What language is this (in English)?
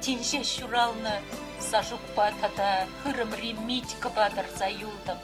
Chuvash